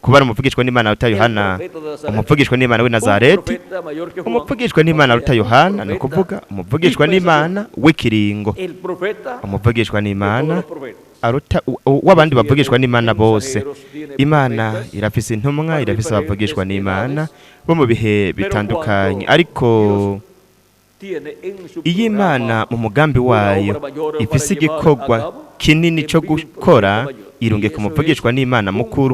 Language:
Rundi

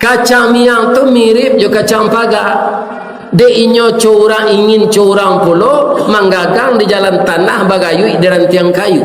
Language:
Minangkabau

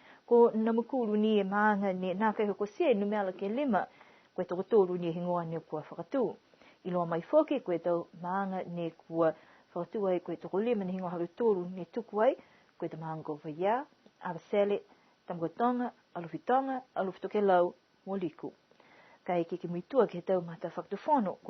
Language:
Niuean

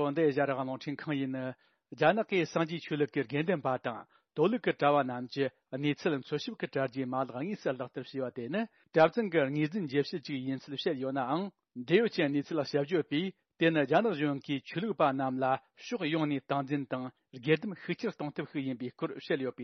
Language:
Tibetan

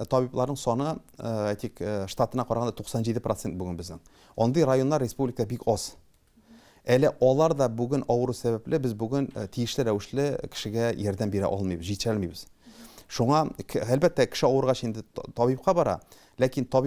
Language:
Tatar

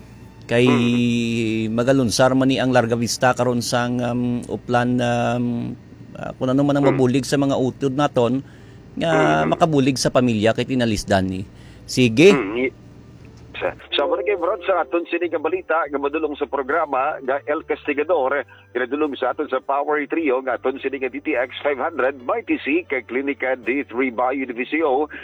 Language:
Hiligaynon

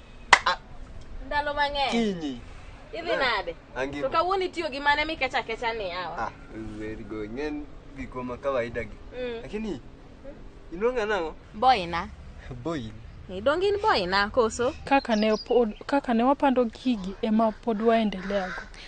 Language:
Luo (Kenya and Tanzania)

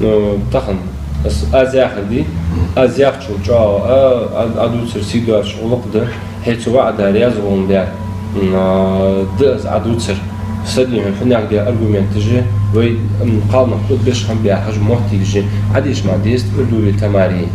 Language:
Ingush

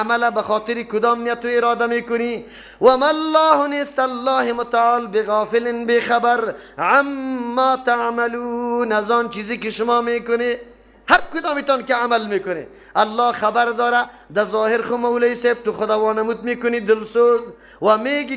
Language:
Persian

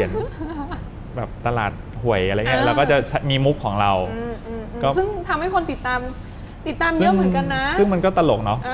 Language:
Thai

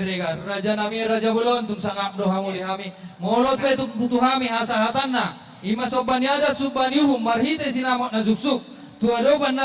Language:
Batak Toba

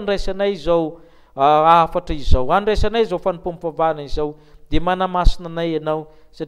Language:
Malagasy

